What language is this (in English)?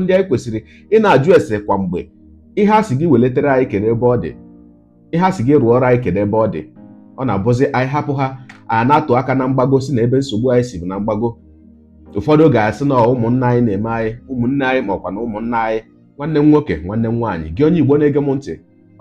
Igbo